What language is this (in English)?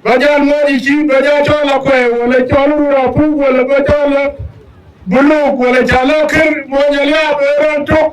Dinka